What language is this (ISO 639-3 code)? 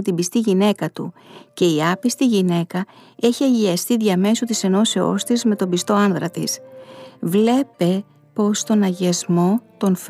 ell